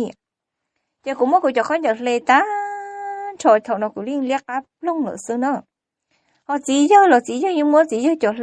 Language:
Hmong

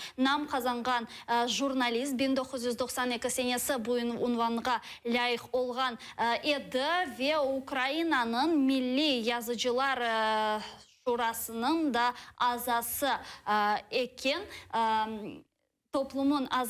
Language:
Crimean Tatar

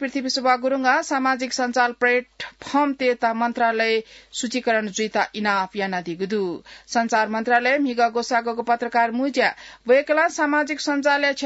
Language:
Newari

